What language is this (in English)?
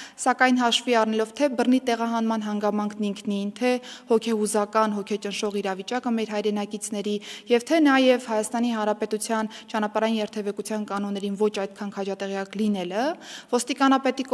Armenian